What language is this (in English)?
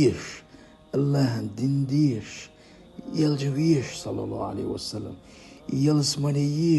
Chechen